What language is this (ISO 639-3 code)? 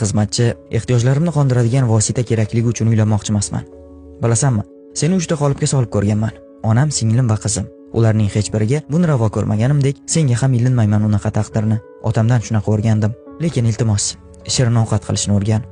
uzb